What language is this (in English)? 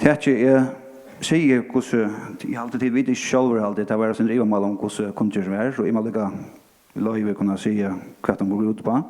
Faroese